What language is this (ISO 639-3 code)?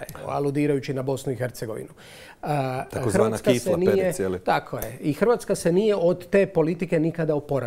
hrv